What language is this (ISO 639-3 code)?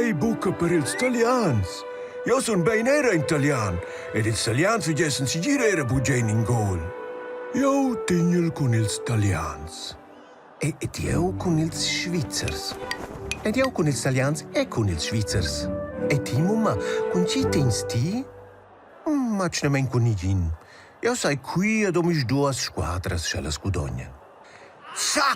roh